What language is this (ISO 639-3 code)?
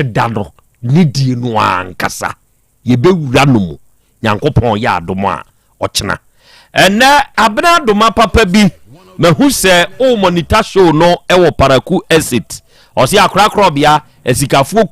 aka